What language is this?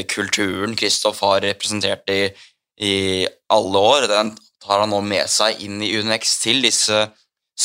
Norwegian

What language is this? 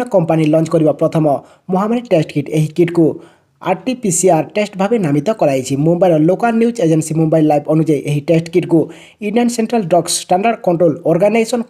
Odia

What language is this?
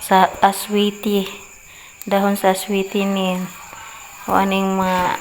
Cebuano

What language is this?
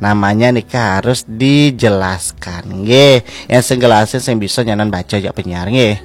Balinese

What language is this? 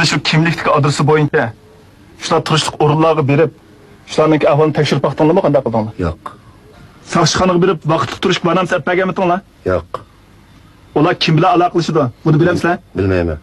Uyghur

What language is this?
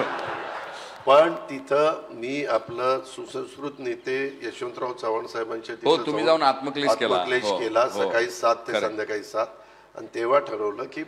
Marathi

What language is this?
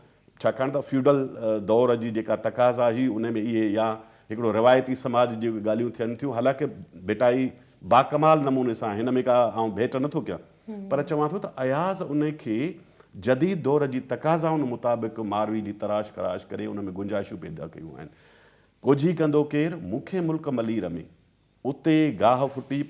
Sindhi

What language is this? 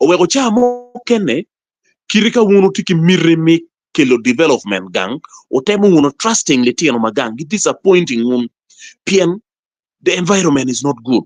Acoli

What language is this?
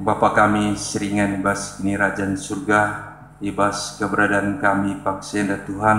Batak Karo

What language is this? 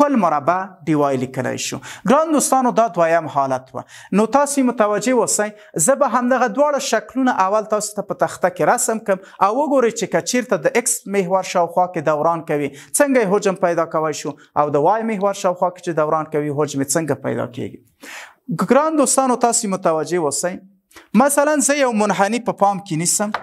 Pashto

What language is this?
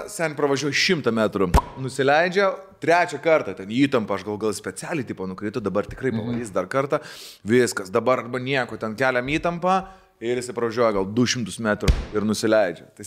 Lithuanian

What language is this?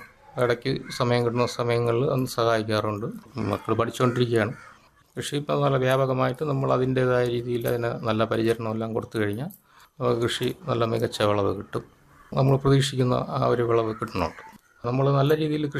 Malayalam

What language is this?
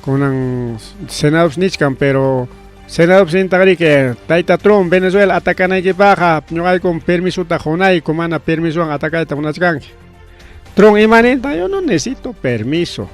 Ayacucho Quechua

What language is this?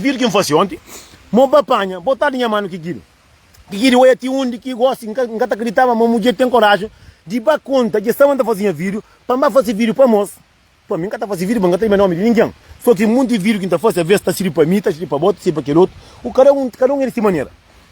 Kabuverdianu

